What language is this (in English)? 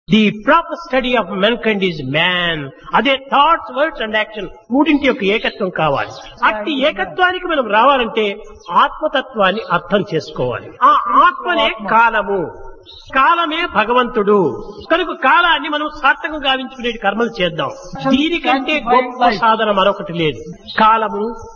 Telugu